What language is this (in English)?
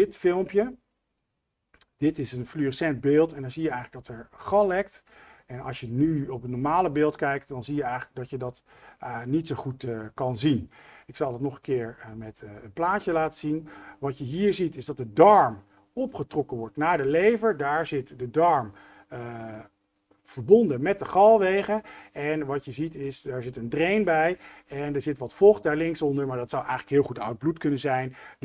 Dutch